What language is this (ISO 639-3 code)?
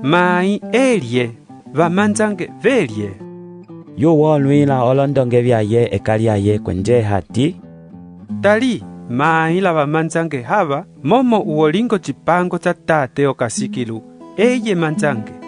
umb